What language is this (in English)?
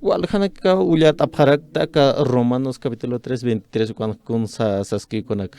Aymara